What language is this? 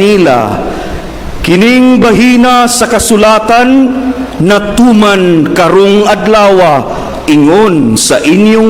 Cebuano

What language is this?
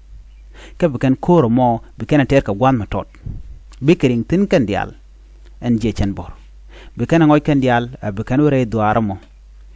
Nuer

